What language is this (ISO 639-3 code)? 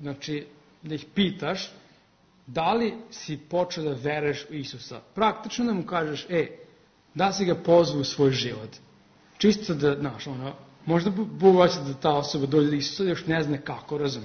srp